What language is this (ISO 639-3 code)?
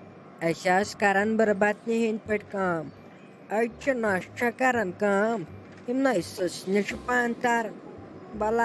kas